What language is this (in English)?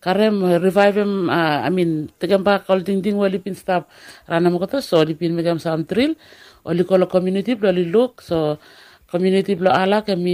Bislama